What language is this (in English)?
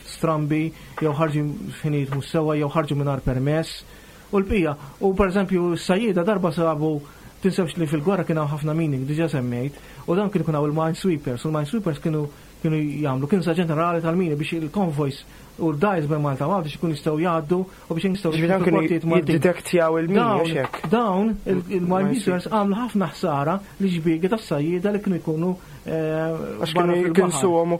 Maltese